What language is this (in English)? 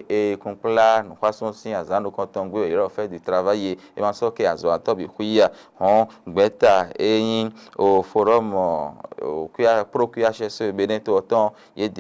Fon